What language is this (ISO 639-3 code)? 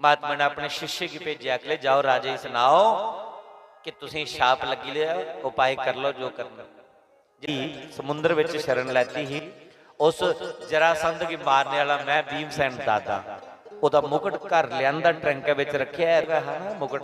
doi